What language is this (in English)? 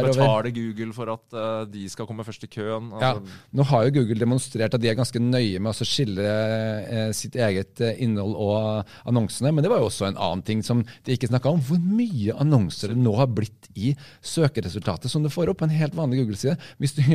Norwegian